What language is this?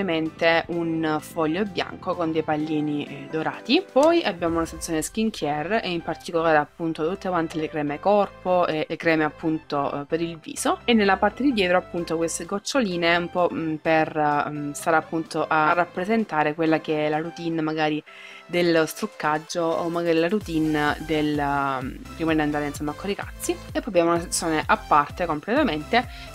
Italian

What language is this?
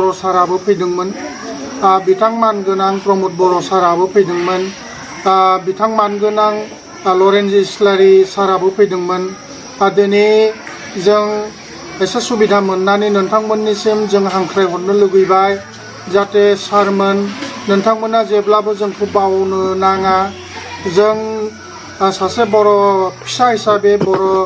Bodo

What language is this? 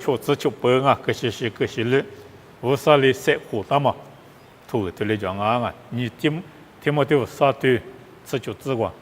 Lisu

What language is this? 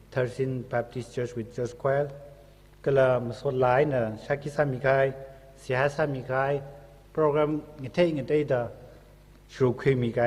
Tangkhul Naga (India)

